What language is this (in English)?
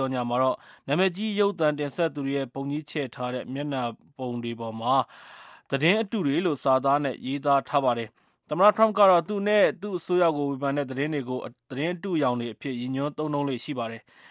Burmese